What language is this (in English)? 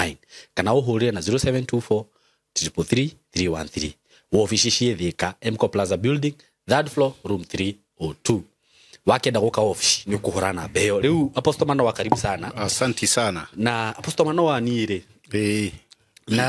Kikuyu